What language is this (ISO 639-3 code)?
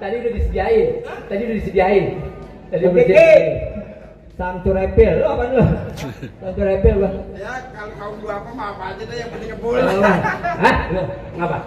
bew